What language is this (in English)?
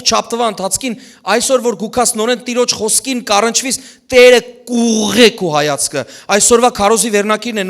Western Armenian